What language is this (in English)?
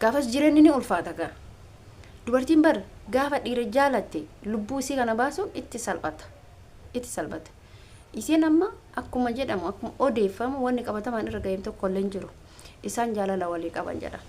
Oromo